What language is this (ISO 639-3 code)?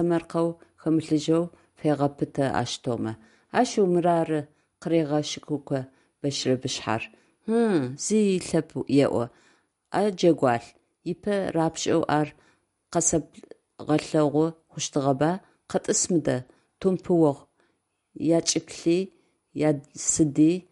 ady